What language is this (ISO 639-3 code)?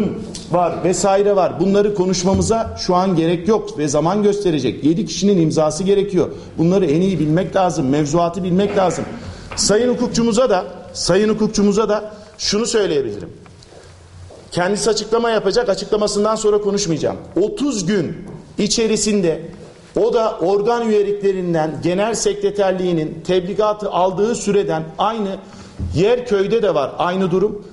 tur